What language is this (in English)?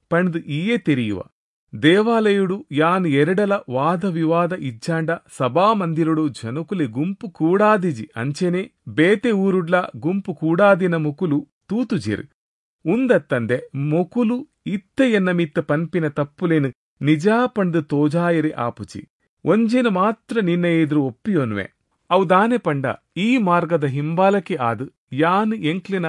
Tulu